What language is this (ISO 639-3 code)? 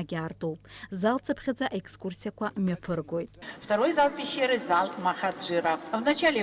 abk